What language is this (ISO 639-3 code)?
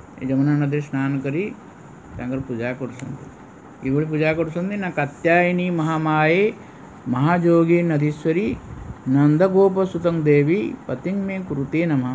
ori